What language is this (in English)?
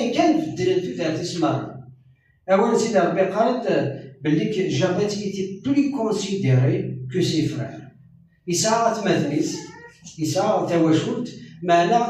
Kabyle